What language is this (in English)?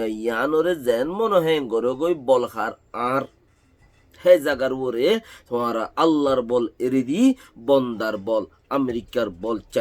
Rohingya